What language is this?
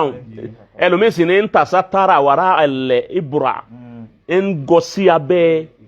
Yoruba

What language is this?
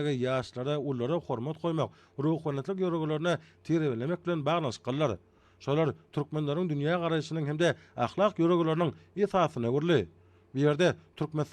Turkmen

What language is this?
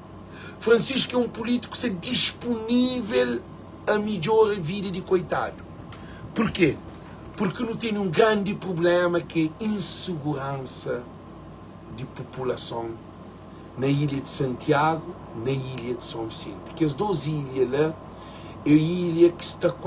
Kabuverdianu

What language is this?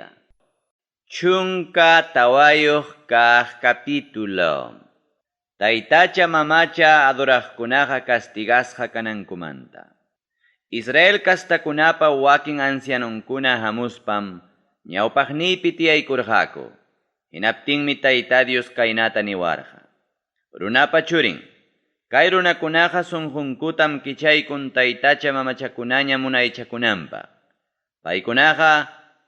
Ayacucho Quechua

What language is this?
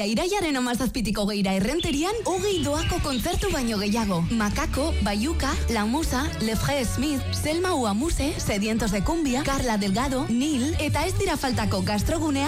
Basque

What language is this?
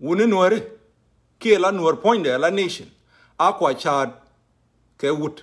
Nuer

